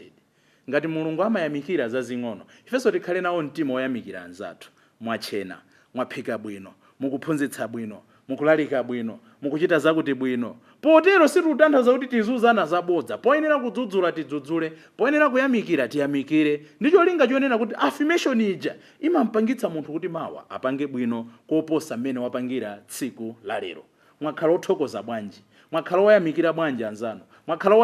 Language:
Nyanja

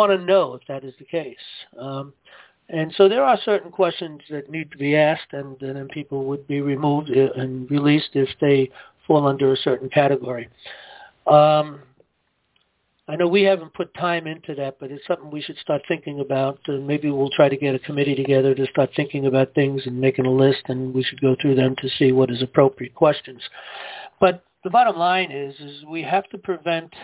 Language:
English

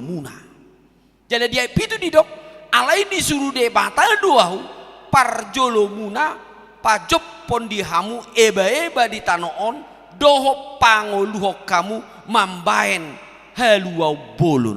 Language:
Batak Toba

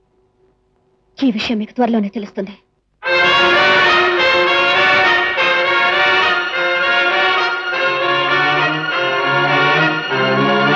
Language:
Telugu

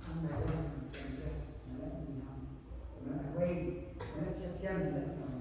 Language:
Central Mnong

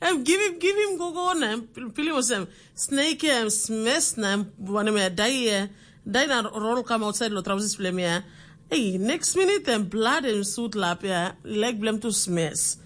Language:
Tok Pisin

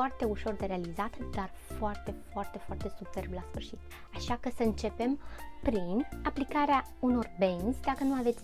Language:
Romanian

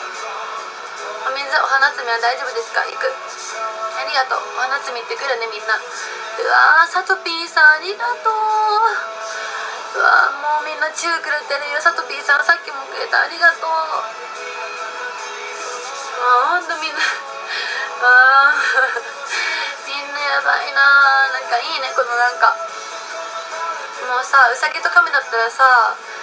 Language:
Japanese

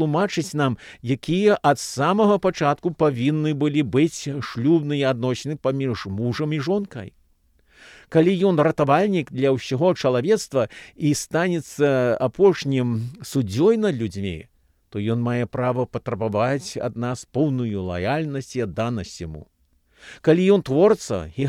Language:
Belarusian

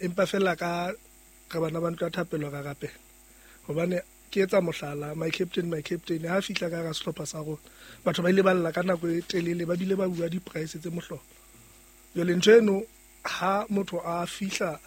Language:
Southern Sotho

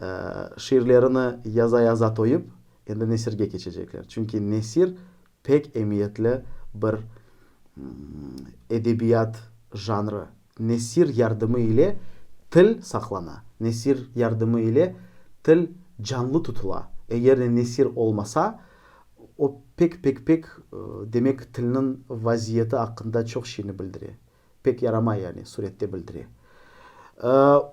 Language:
Crimean Tatar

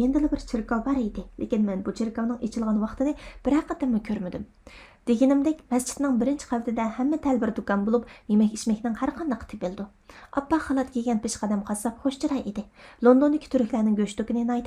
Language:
Uyghur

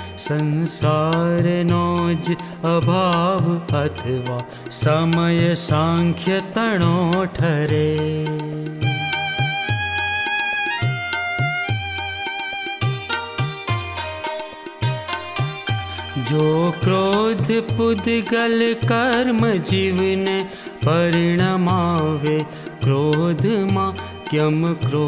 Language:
Gujarati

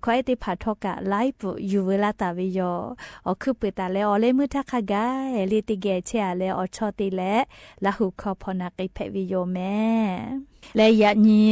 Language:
Lahu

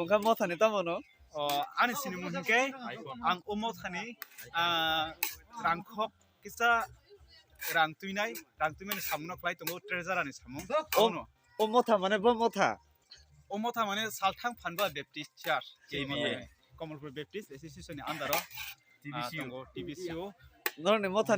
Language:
Kok Borok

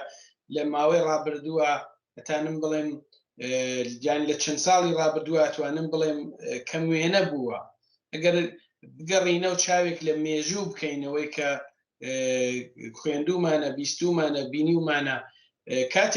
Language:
Central Kurdish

